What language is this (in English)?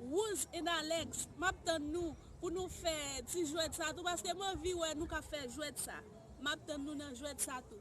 Haitian Creole